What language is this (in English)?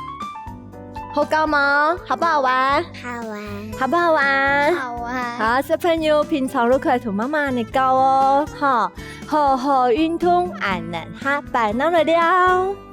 Hakka Chinese